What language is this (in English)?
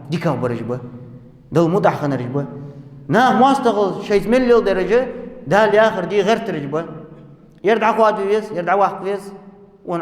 Ingush